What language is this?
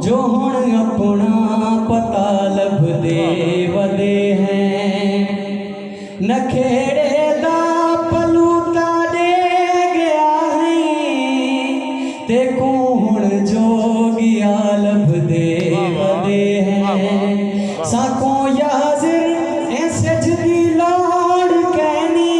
Saraiki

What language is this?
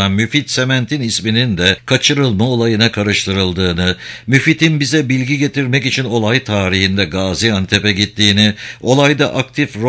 Turkish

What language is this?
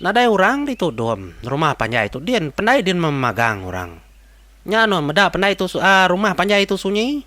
Iban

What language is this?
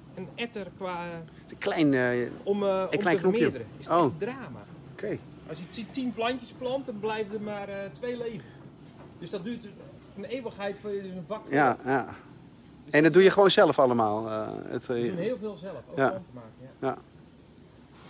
Dutch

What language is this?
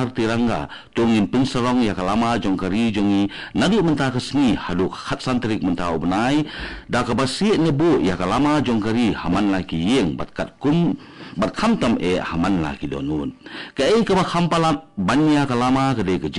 Khasi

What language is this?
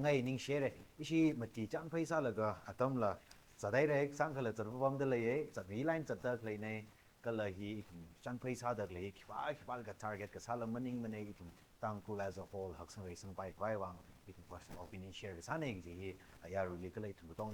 Tangkhul Naga (India)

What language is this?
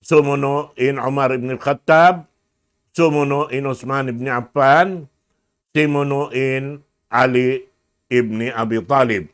Tausug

